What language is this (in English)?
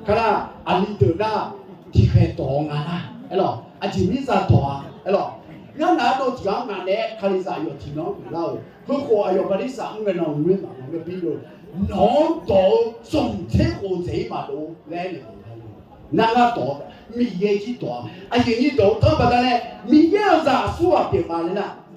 Akha